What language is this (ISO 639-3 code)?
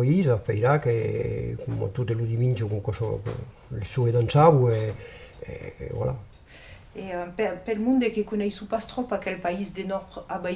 oci